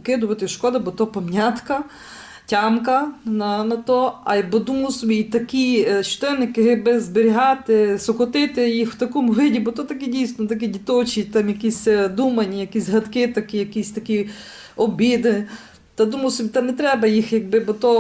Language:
Rusyn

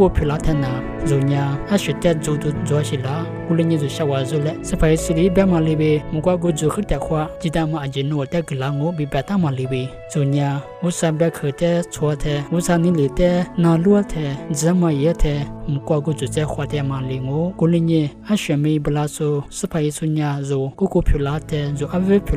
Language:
Lisu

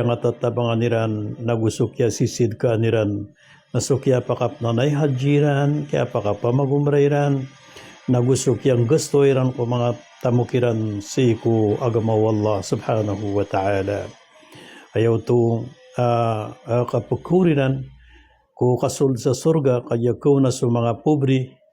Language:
Maranao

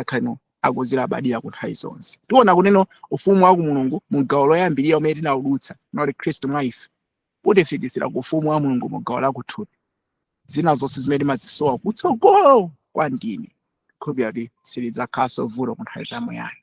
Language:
Nyanja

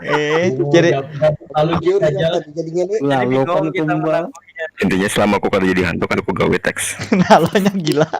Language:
Banjar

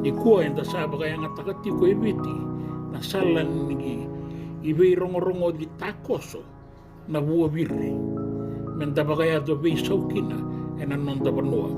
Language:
Fijian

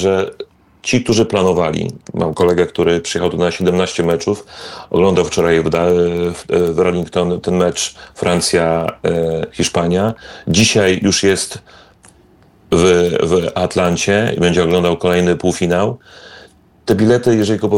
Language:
Polish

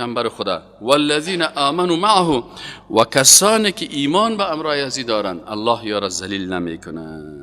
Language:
Persian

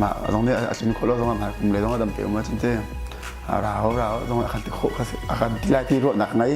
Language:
Hakha Chin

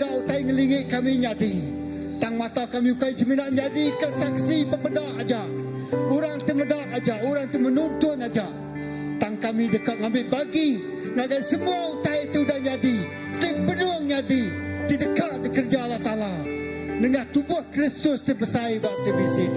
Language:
Iban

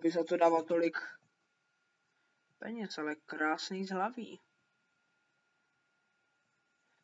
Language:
Czech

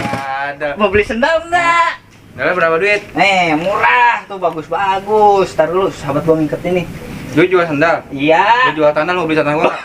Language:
Betawi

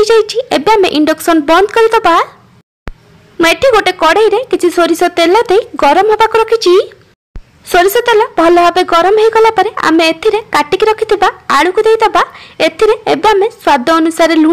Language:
Odia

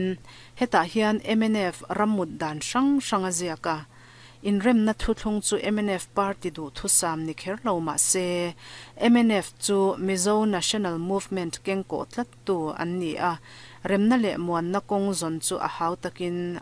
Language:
Mizo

